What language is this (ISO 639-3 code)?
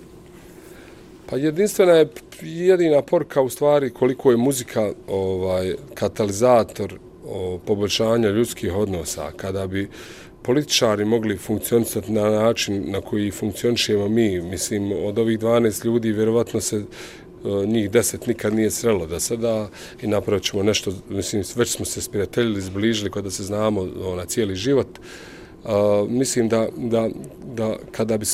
bos